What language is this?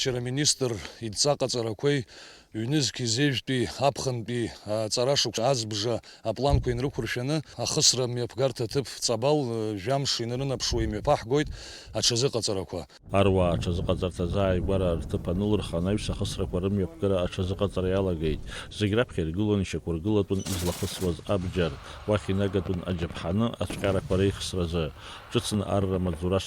Abkhazian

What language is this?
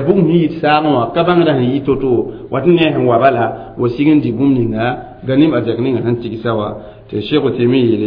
Mossi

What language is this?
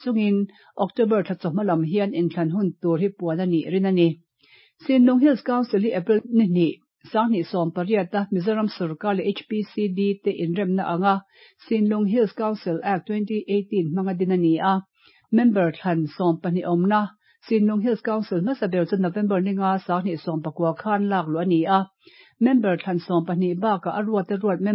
Mizo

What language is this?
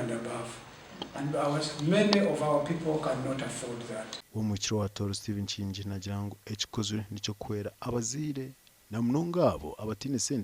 Nyankole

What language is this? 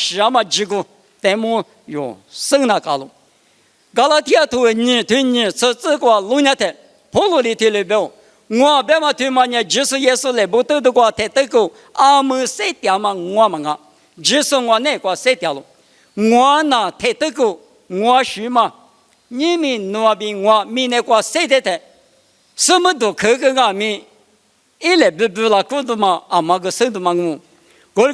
Lisu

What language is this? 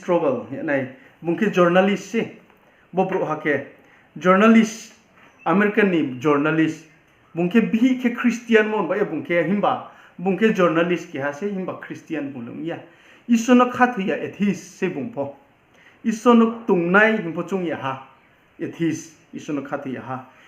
Riang (India)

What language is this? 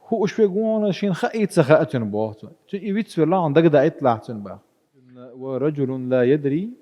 Chechen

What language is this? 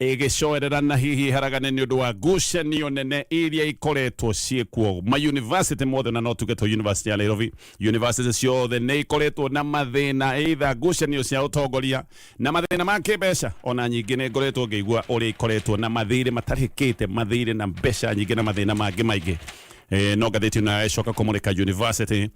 Kikuyu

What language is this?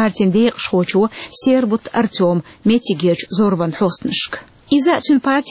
Chechen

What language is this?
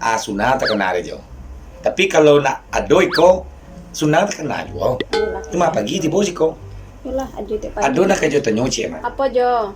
Minangkabau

